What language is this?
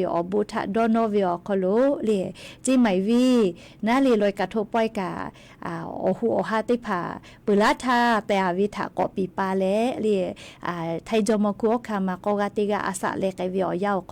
Lahu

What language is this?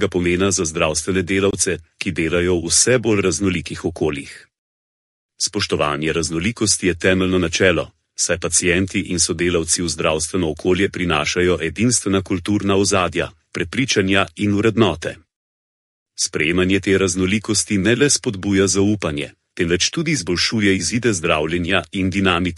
Slovenian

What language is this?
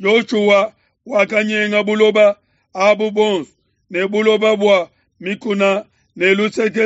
Luba-Lulua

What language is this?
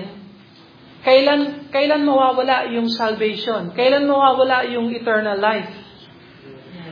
Filipino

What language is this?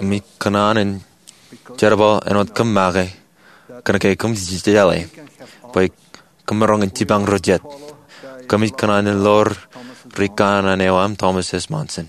Marshallese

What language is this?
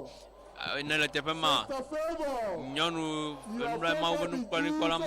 Ewe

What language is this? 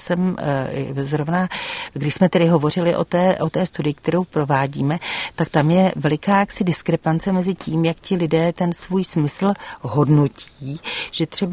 Czech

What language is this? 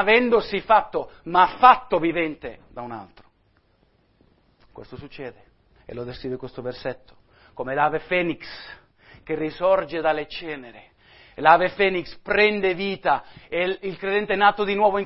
Italian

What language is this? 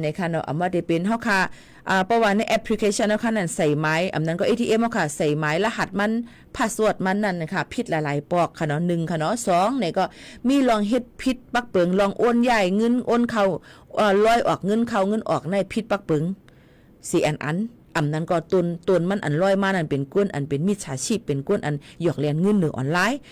Shan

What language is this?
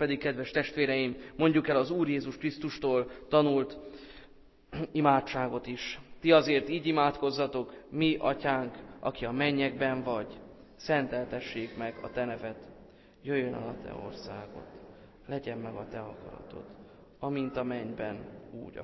Hungarian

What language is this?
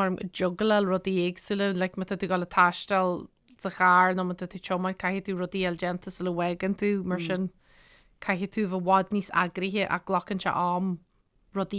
Irish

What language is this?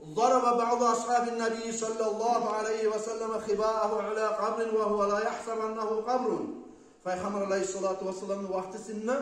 Kumyk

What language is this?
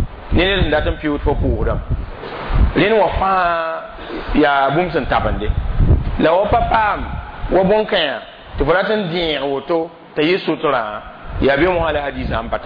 Mossi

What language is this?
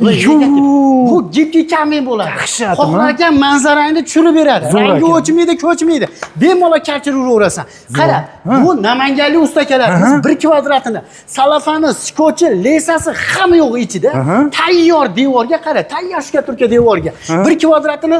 Uzbek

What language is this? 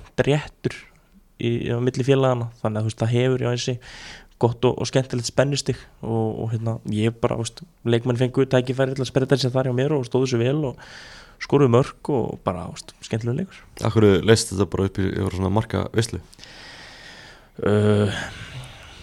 Icelandic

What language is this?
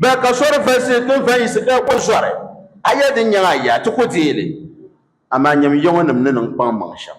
Dagbani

